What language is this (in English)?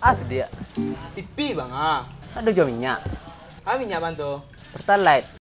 Minangkabau